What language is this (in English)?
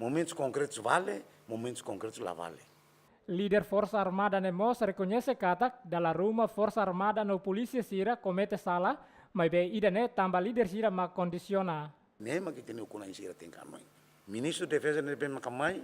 Tetum